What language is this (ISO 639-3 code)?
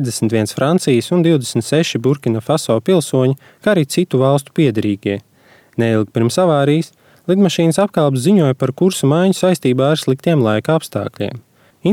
lav